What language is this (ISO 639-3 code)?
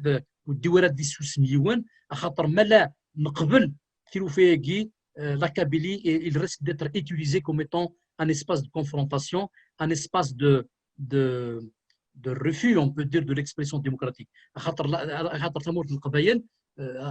kab